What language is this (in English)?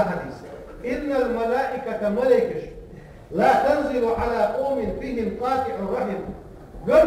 Ingush